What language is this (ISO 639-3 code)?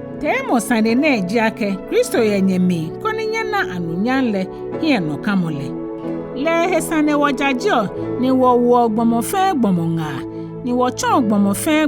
gaa